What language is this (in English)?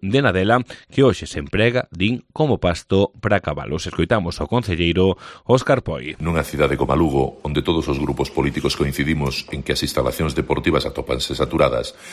Galician